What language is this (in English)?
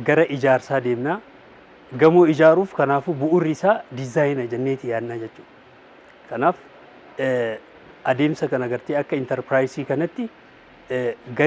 Oromo